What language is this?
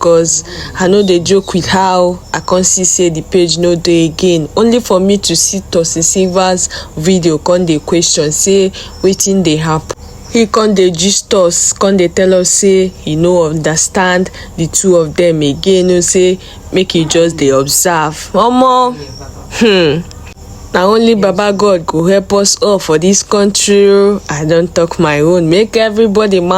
Nigerian Pidgin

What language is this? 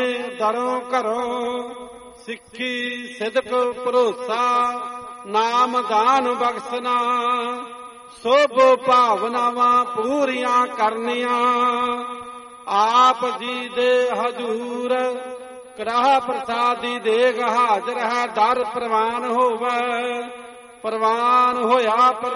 Punjabi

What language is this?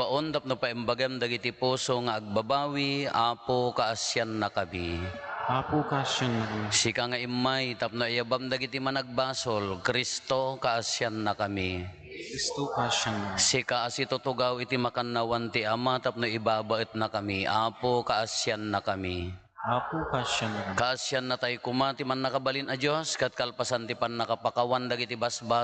Iloko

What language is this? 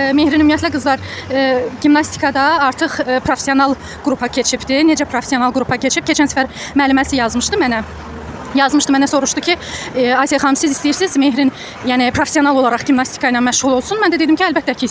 Azerbaijani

